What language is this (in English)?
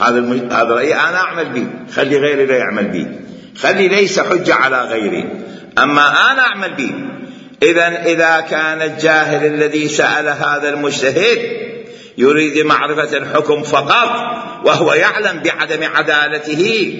Mesopotamian Arabic